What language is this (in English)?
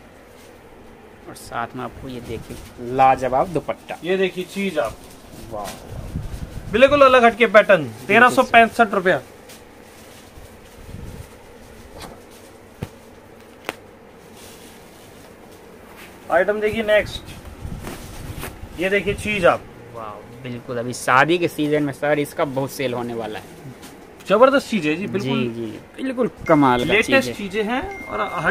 Hindi